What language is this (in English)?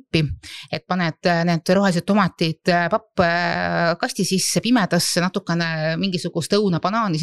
Estonian